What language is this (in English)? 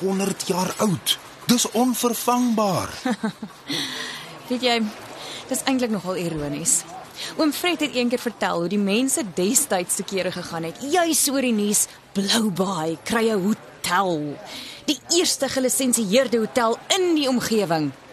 Afrikaans